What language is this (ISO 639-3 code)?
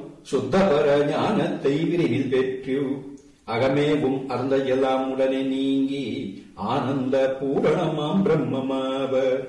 tam